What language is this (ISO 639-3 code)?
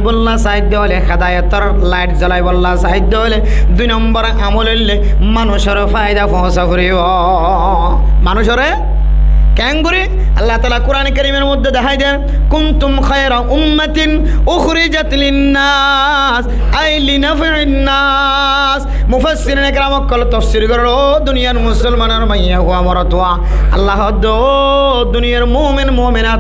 rhg